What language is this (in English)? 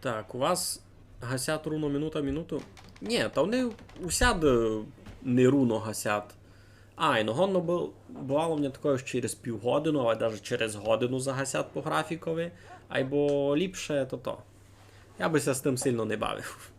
Rusyn